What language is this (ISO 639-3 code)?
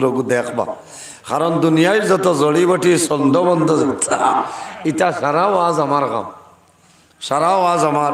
syl